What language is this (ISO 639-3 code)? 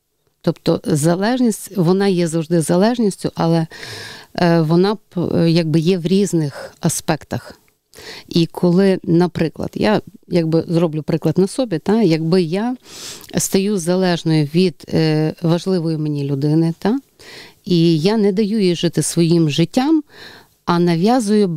ukr